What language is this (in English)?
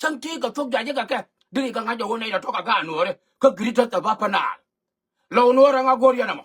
Nuer